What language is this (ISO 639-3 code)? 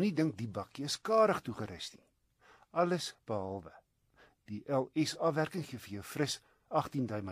afr